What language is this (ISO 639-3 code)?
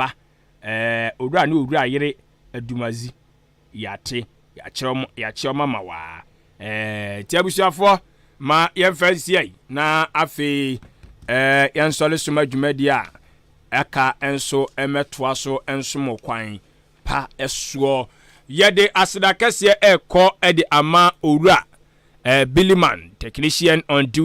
aka